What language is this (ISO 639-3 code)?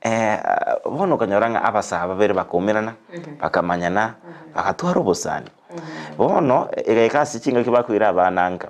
guz